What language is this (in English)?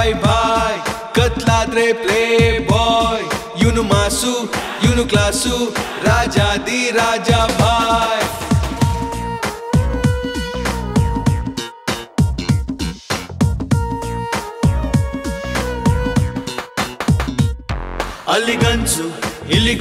Kannada